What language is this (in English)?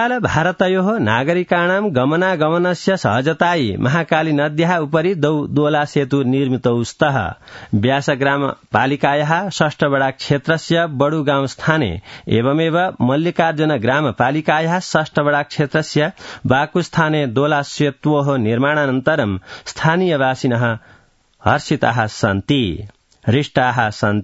Sanskrit